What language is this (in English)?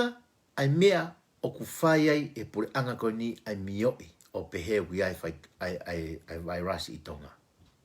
Tongan